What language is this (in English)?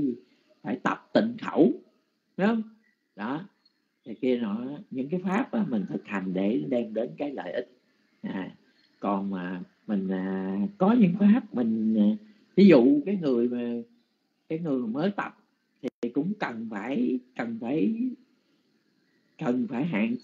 Vietnamese